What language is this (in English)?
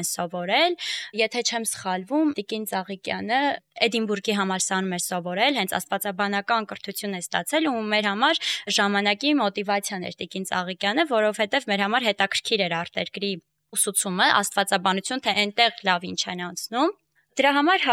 Armenian